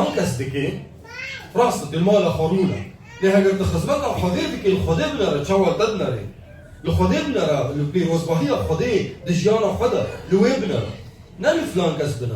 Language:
Kurdish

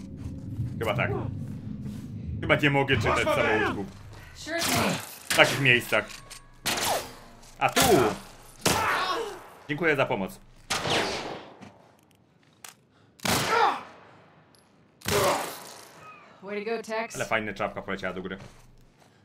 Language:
Polish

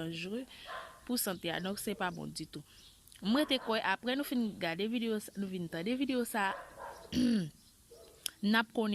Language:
Haitian Creole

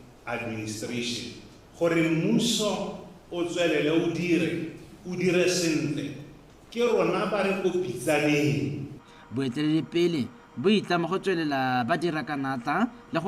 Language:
Tswana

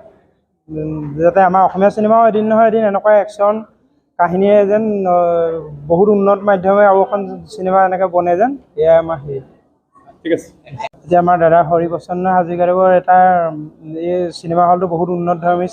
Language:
Assamese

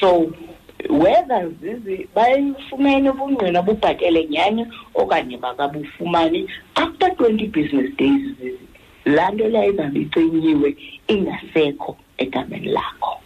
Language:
Xhosa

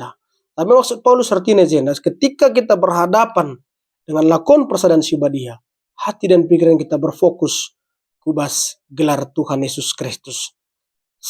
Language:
Batak Karo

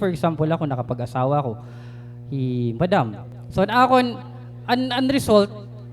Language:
Waray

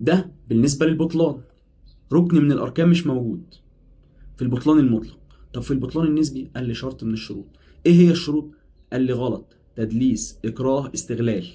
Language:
Egyptian Arabic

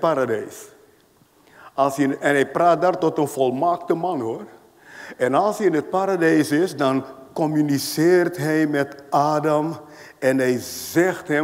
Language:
Dutch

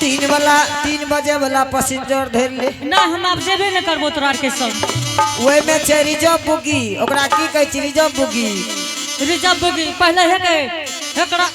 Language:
Angika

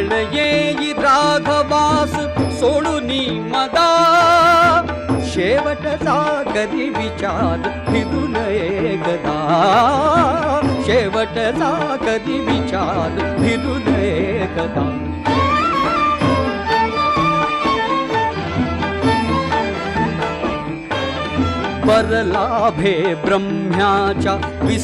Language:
Marathi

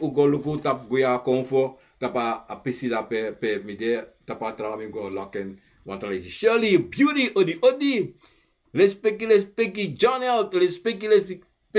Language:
Sranan Tongo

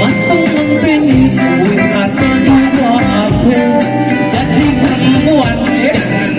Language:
Betawi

